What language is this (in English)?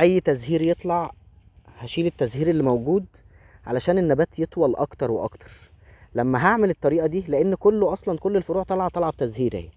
Egyptian Arabic